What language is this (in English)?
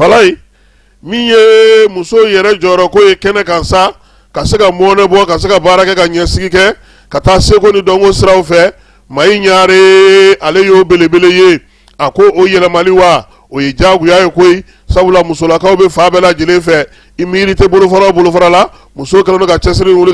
Bambara